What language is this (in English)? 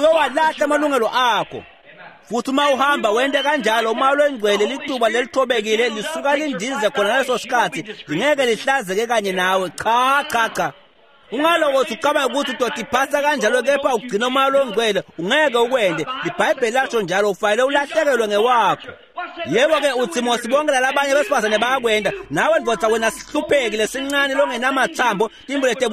Swati